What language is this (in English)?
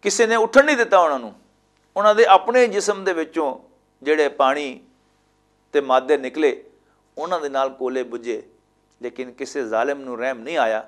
Western Panjabi